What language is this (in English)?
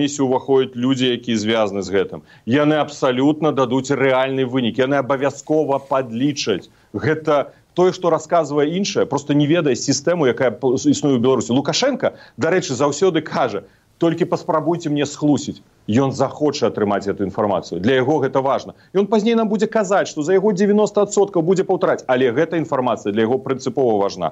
Belarusian